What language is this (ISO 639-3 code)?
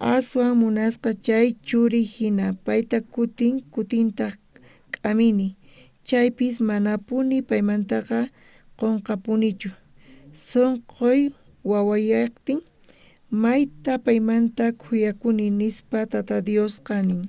quh